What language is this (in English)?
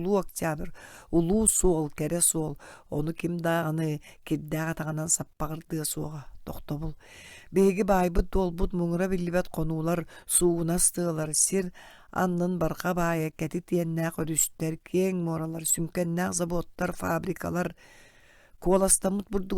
Yakut